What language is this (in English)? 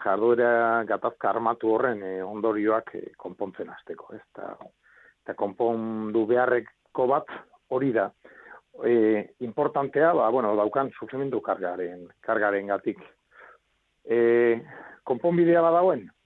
Basque